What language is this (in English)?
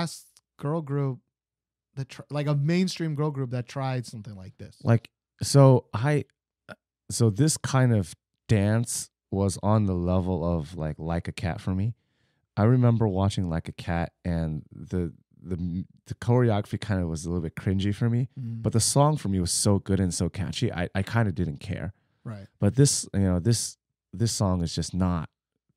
English